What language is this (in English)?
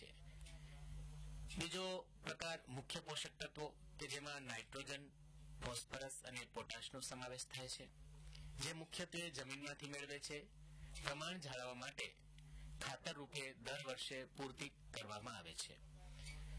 Gujarati